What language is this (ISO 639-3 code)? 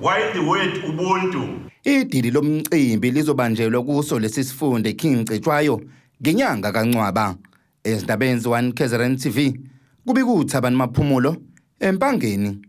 zul